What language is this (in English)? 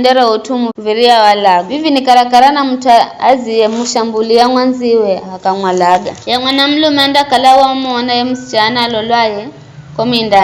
Giryama